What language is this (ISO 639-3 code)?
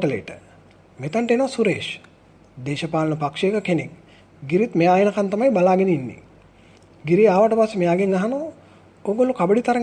sin